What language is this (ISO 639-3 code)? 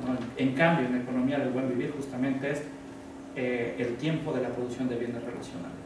spa